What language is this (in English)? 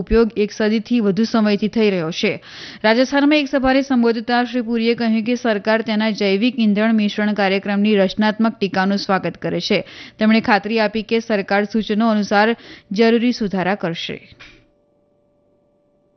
Gujarati